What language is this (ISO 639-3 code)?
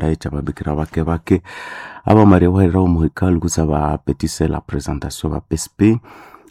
nnb